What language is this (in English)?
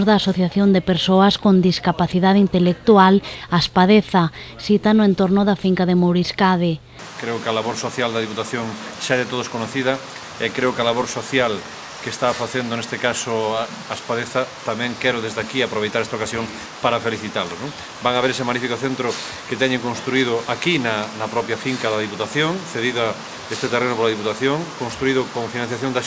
Galician